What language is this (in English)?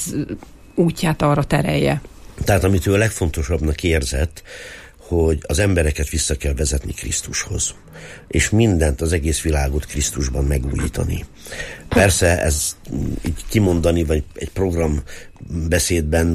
Hungarian